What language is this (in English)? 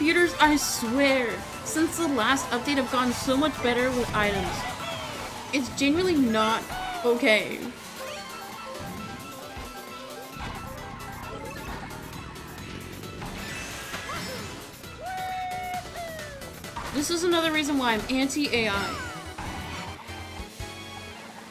English